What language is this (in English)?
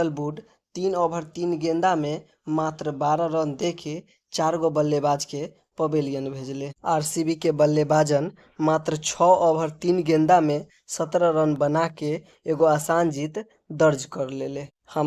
Bhojpuri